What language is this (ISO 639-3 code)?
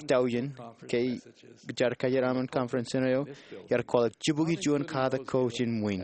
mah